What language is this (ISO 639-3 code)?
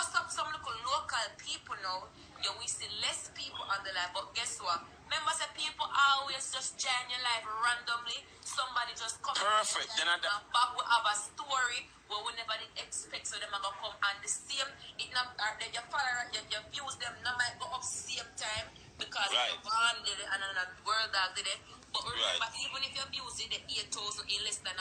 jam